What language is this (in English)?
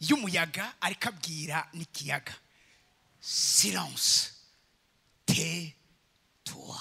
Rundi